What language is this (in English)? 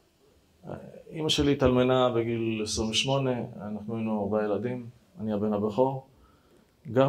Hebrew